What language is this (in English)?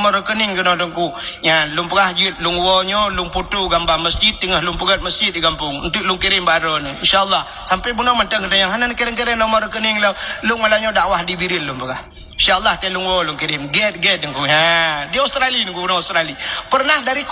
Achinese